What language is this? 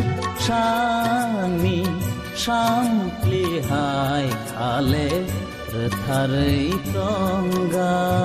Kok Borok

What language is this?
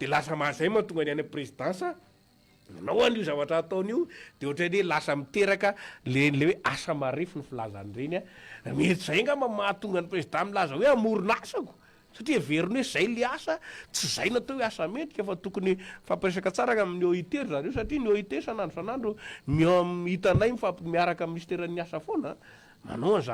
Malagasy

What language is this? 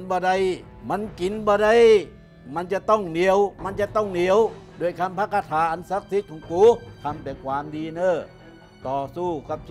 Thai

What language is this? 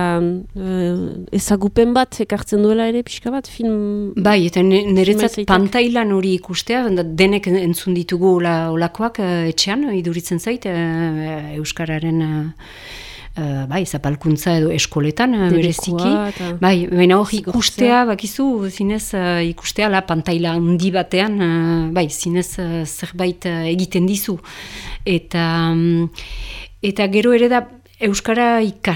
Basque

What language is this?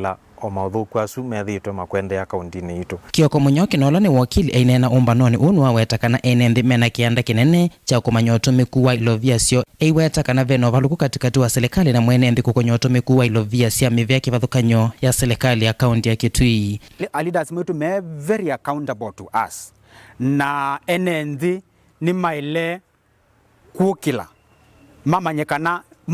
Kamba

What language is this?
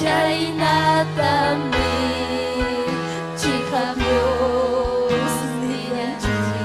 Ayacucho Quechua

